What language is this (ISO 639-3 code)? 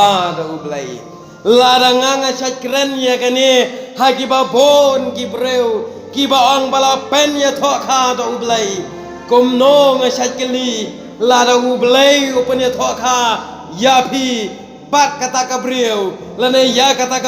kha